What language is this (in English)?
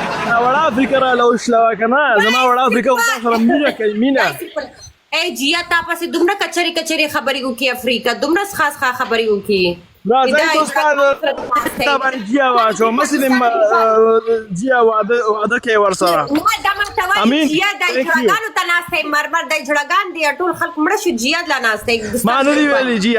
Pashto